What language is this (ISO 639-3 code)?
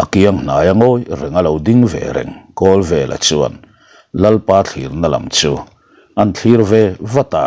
lus